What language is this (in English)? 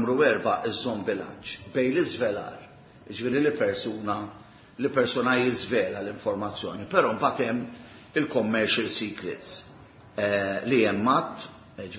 Maltese